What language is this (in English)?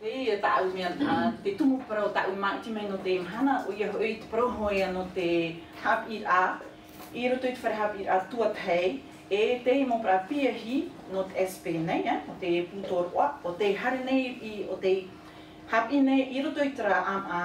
Tahitian